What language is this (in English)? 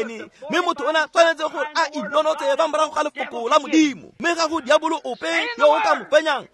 Tswana